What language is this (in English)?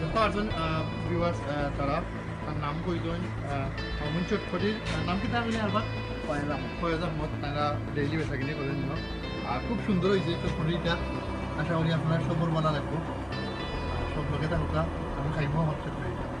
Sylheti